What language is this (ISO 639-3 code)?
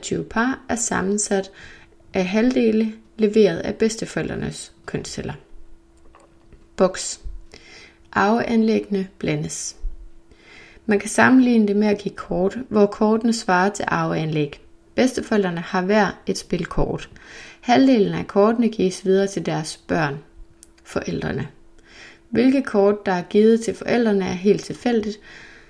dan